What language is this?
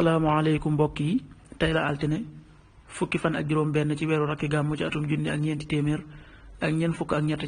Wolof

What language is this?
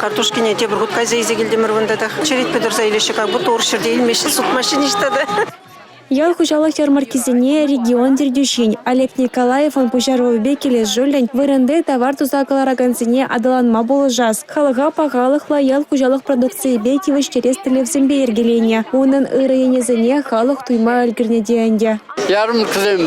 Chuvash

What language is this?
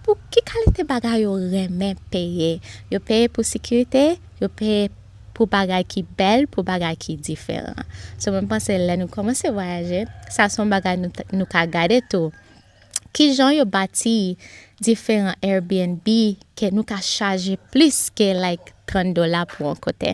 Haitian Creole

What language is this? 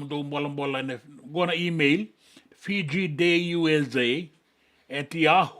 Fijian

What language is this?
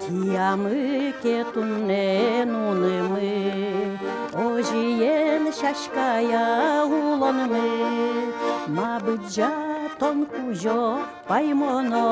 Udmurt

